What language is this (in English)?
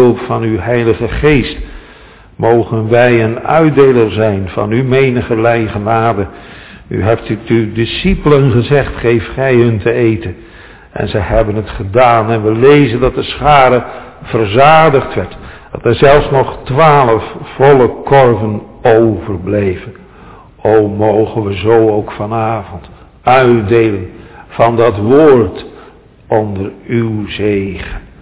Dutch